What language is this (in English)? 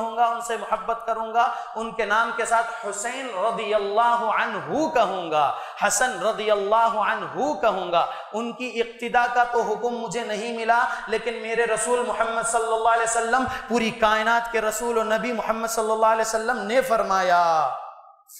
Urdu